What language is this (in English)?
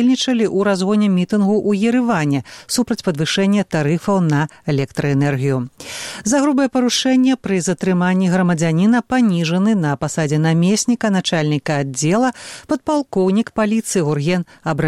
Belarusian